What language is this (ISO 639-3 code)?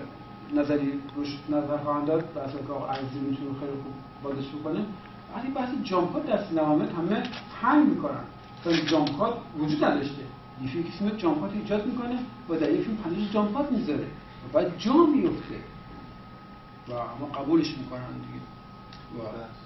fas